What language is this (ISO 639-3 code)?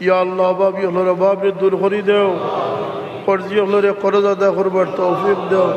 syl